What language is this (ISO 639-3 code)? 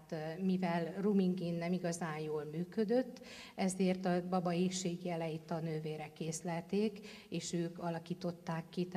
hun